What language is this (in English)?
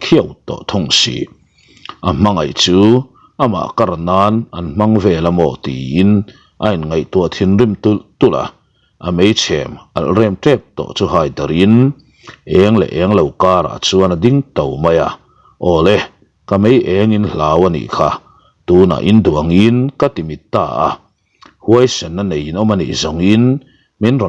Mizo